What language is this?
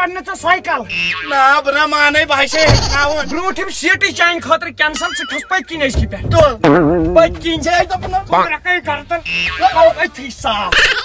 Kashmiri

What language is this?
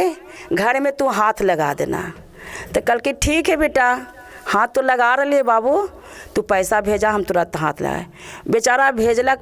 Magahi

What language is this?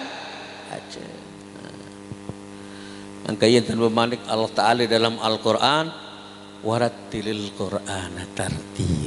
Sasak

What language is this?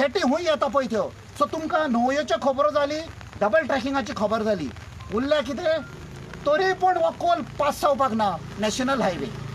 Konkani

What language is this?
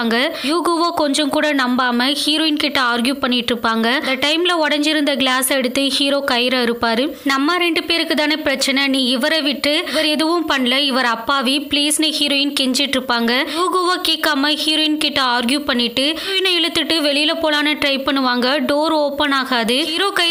Tamil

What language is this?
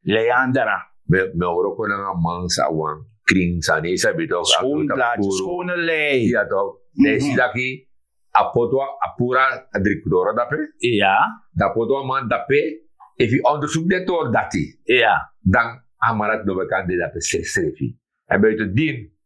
Sranan Tongo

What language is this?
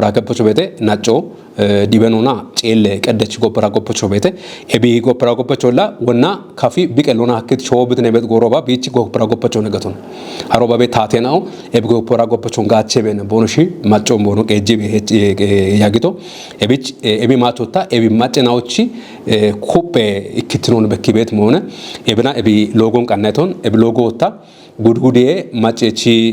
Kafa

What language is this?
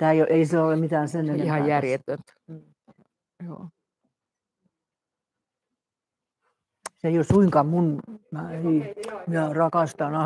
Finnish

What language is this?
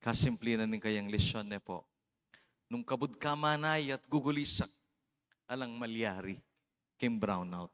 Pampanga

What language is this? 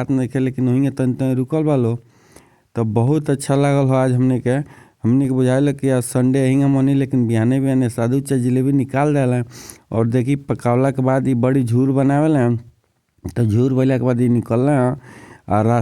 Bhojpuri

